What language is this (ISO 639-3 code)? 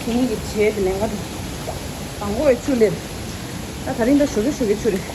bod